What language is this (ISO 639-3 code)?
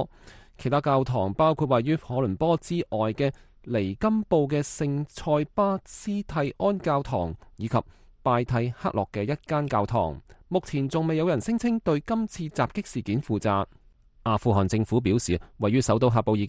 yue